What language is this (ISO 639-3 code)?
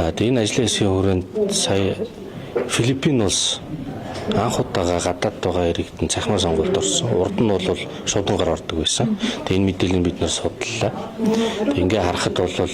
mon